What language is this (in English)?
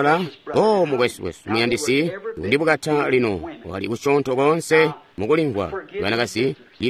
Tonga (Zambia)